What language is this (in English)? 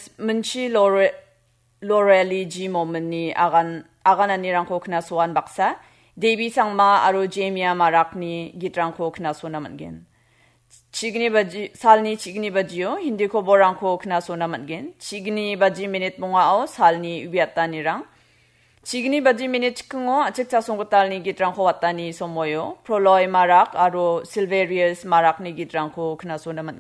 Garo